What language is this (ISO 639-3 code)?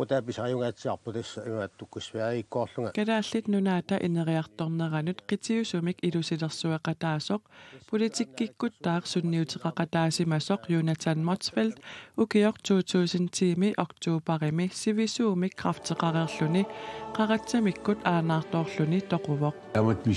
kal